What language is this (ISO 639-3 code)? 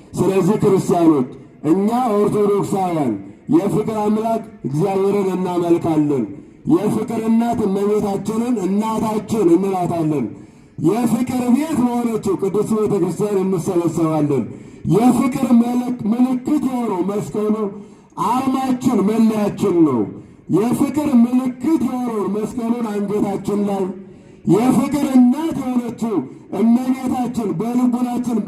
amh